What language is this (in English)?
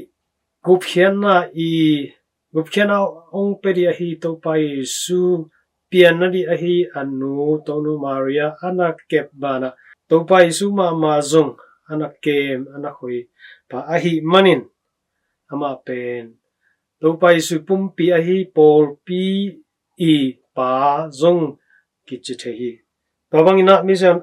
Tedim Chin